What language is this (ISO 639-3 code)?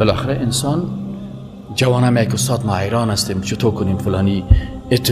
fas